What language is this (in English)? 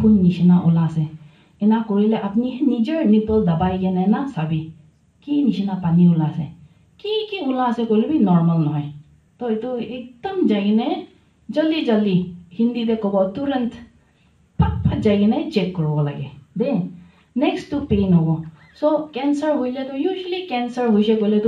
Naga Pidgin